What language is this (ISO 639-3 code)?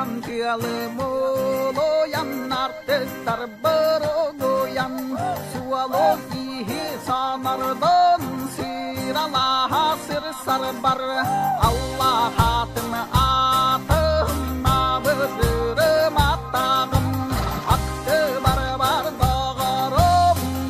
sah